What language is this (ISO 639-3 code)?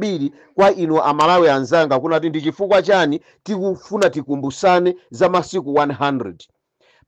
nya